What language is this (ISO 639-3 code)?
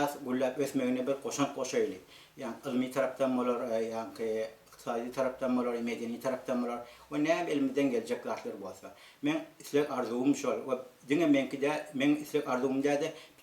tuk